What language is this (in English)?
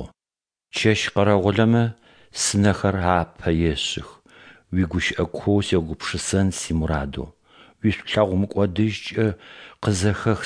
Adyghe